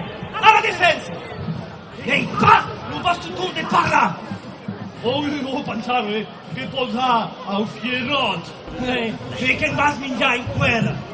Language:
Occitan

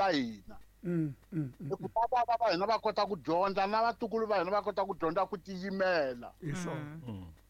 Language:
Tsonga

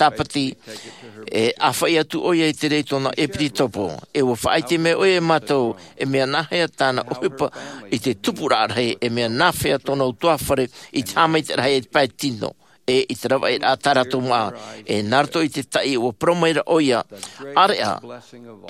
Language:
Tahitian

